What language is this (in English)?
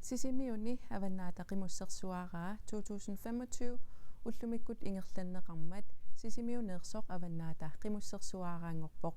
Kalaallisut